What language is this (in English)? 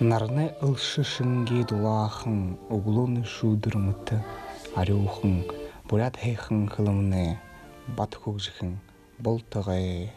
Buriat